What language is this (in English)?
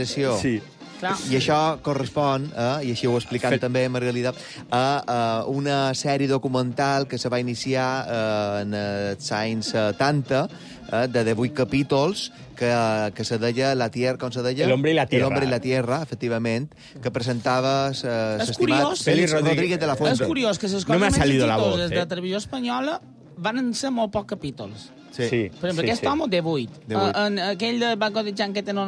Catalan